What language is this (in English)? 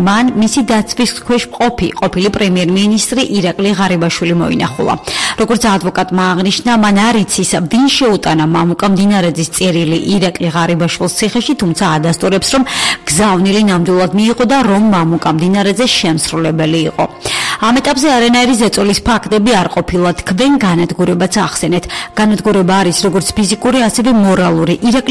Georgian